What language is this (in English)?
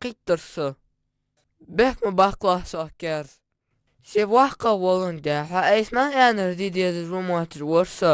Ingush